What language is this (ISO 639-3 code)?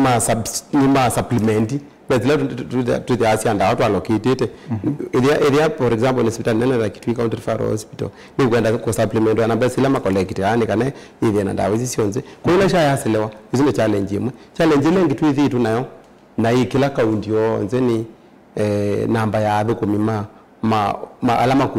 kam